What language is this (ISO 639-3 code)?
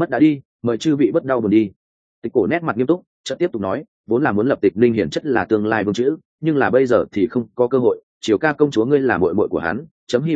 vie